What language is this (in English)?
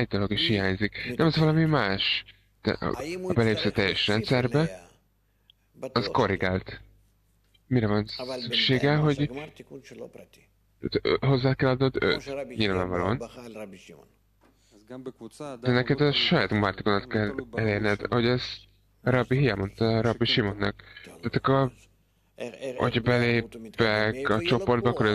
Hungarian